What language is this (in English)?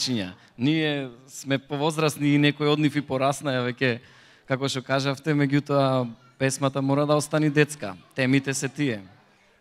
Macedonian